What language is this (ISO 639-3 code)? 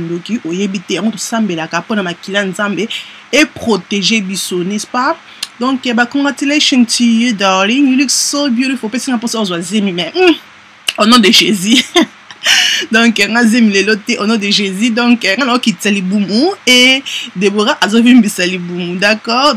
lin